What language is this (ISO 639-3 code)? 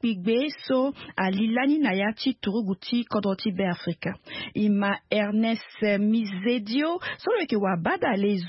sag